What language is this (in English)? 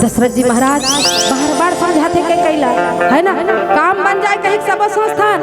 Chhattisgarhi